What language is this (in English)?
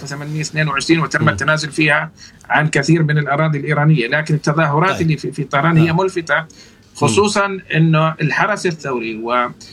Arabic